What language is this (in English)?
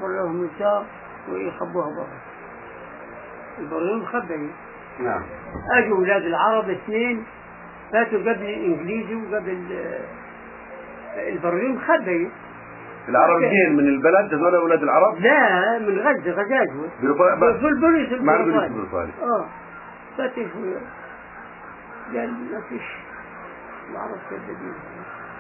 South Levantine Arabic